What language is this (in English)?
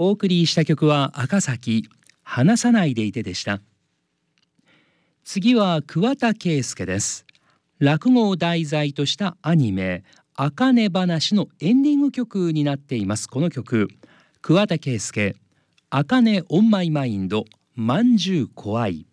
Japanese